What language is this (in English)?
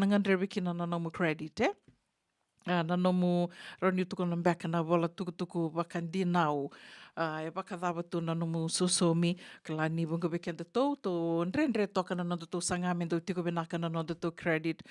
Fijian